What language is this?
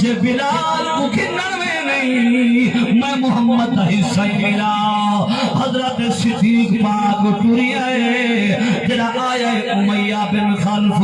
Saraiki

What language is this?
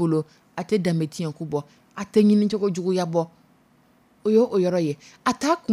Dyula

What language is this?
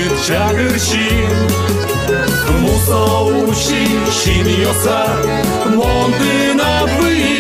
Udmurt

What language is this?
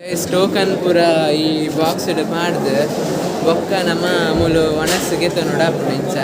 Tulu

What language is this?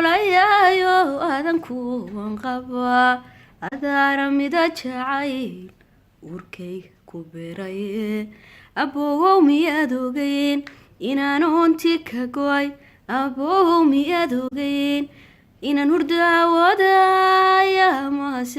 Somali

